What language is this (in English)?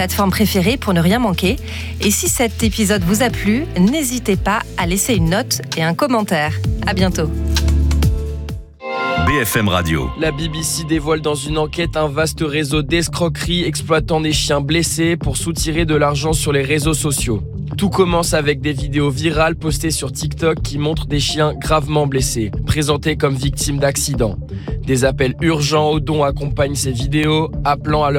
French